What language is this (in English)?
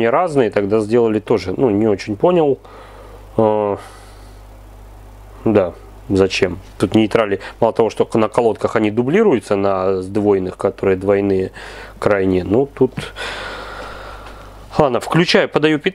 Russian